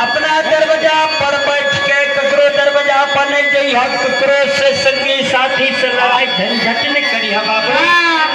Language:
Maithili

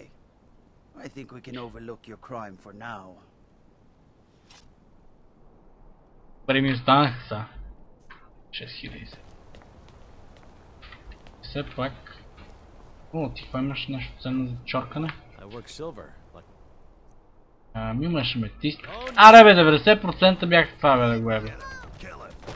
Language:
Bulgarian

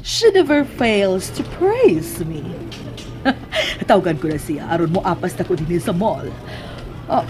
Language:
Cebuano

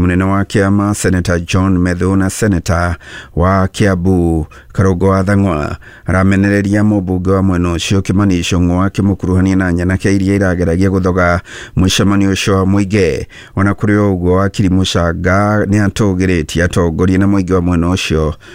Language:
Kikuyu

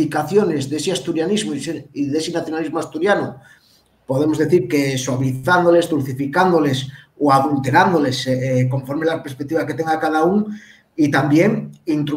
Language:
Asturian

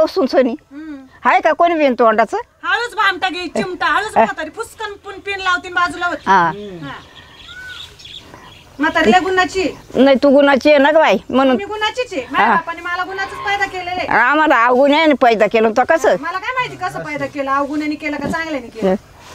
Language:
Marathi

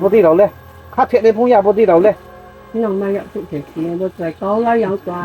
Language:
Riang (India)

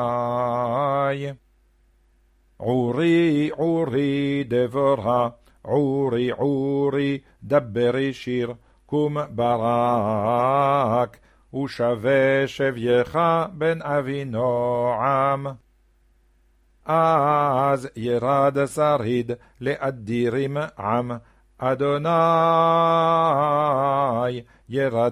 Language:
Hebrew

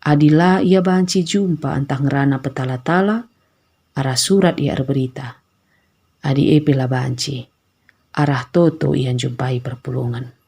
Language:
Batak Karo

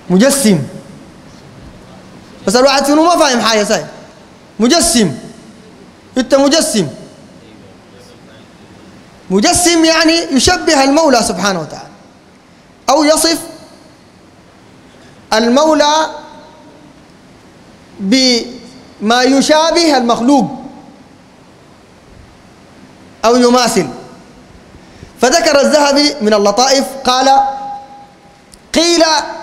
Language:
Sudanese Arabic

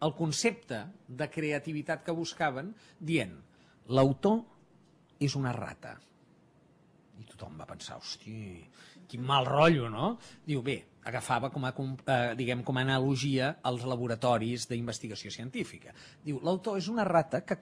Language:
Catalan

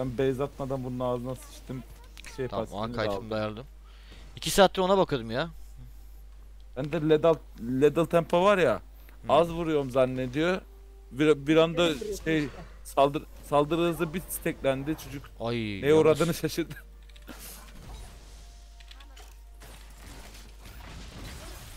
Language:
Turkish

